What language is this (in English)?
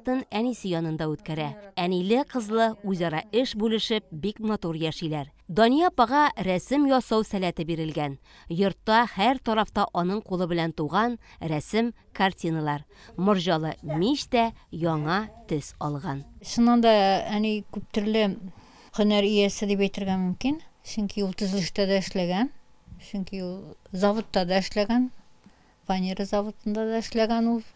Tatar